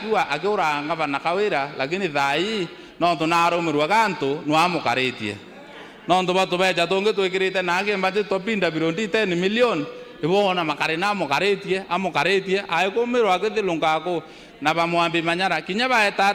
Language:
Meru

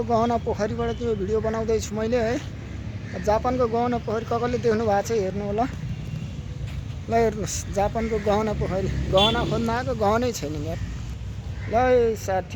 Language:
Nepali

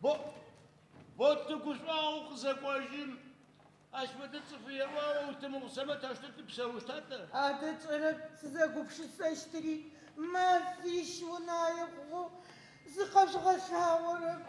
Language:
Adyghe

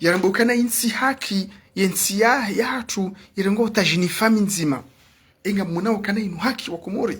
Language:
Ngazidja Comorian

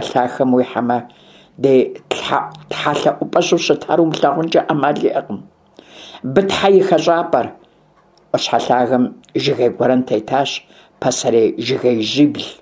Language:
Kabardian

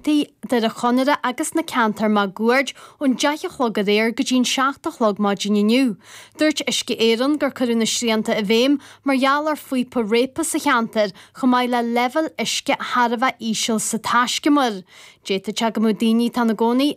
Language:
Irish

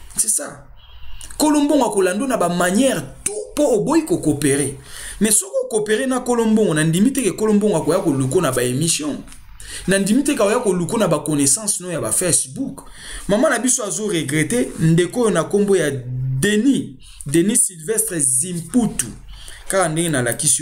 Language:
Lingala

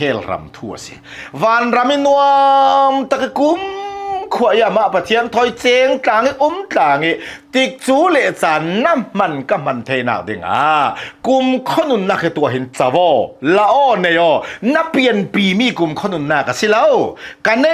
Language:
Hakha Chin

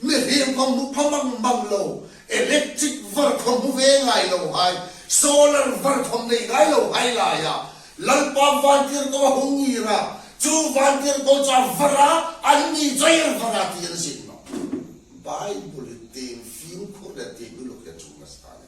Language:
Hmar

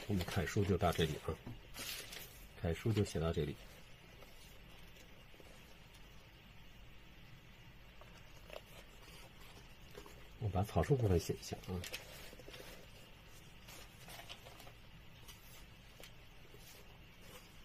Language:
Chinese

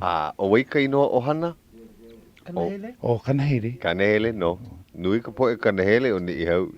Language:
Hawaiian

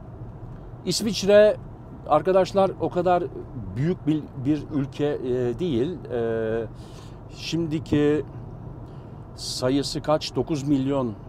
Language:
Turkish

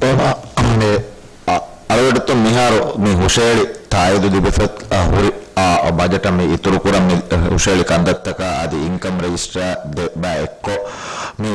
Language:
Divehi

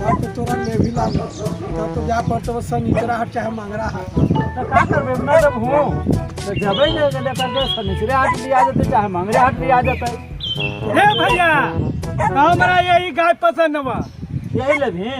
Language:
Magahi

